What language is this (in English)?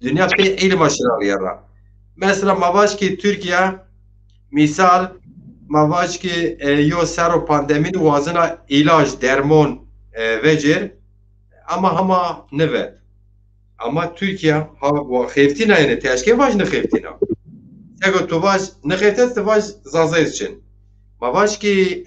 Zaza